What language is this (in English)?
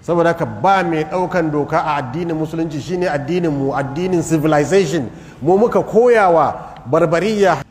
Hausa